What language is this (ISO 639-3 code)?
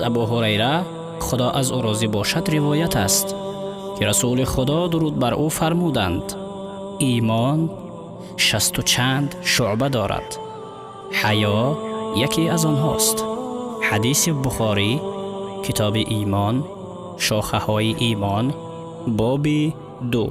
tgk